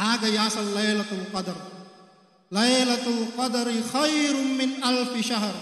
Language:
Buginese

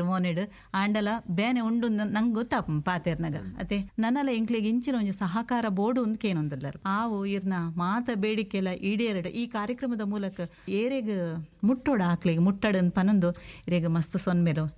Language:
Tulu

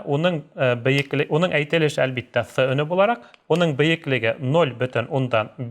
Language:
Bashkir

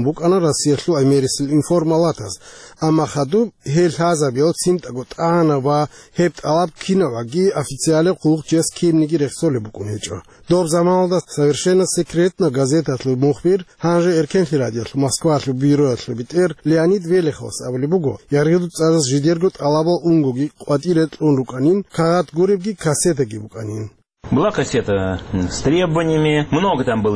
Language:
Avaric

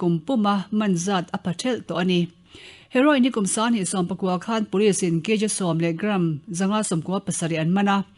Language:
Mizo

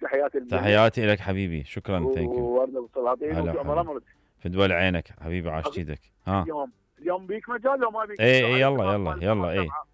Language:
Mesopotamian Arabic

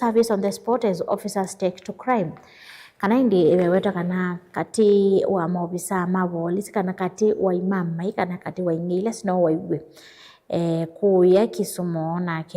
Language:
Kamba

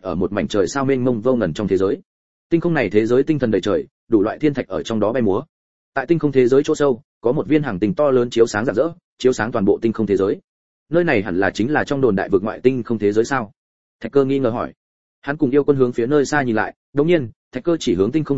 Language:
Vietnamese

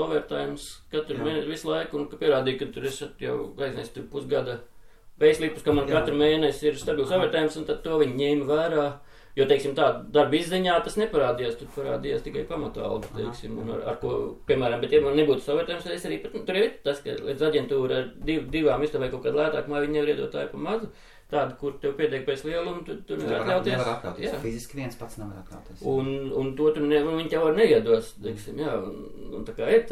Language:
Latvian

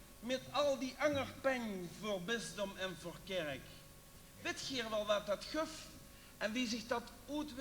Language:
Limburgish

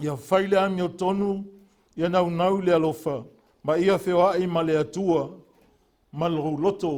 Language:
Samoan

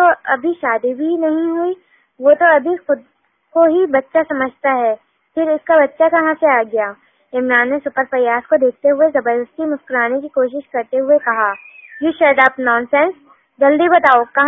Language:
Urdu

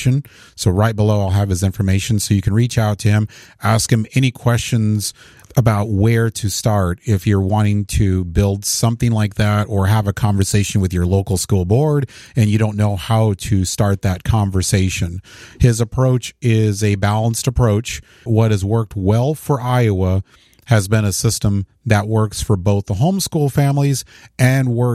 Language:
English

